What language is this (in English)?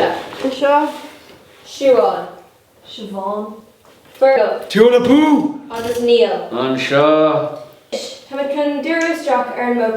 Irish